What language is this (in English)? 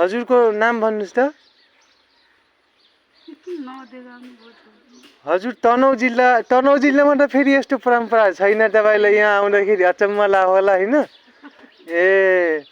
Nepali